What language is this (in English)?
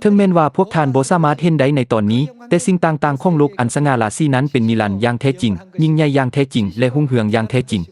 Lao